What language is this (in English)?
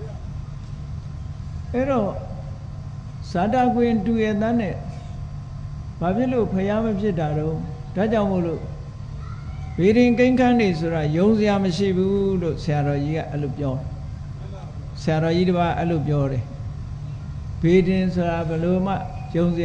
Burmese